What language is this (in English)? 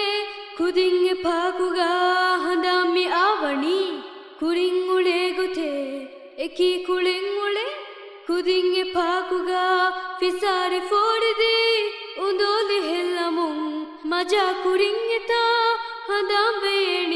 Divehi